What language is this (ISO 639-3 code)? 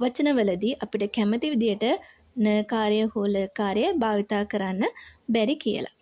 sin